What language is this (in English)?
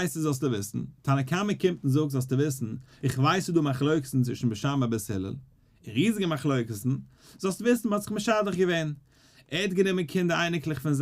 Yiddish